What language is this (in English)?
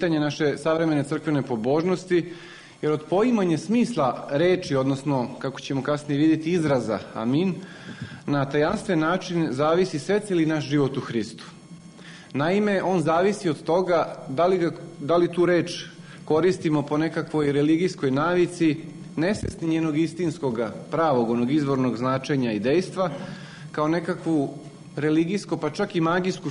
Serbian